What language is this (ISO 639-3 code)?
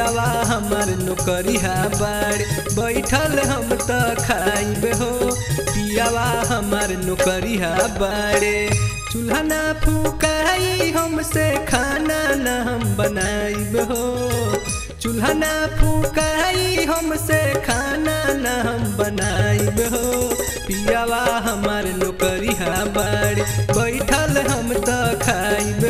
bho